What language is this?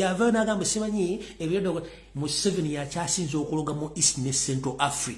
Ganda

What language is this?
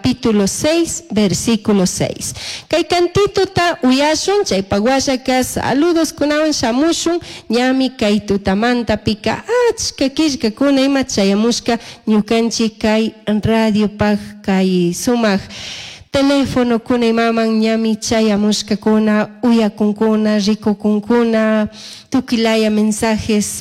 Chimborazo Highland Quichua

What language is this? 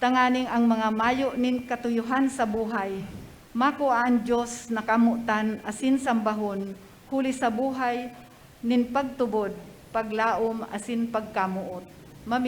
Bikol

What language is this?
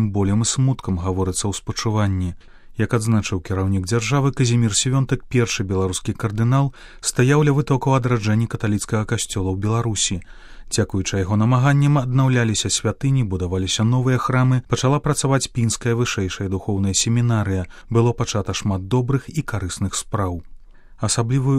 Belarusian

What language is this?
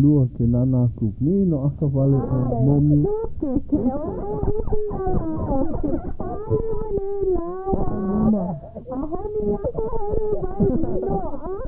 Hawaiian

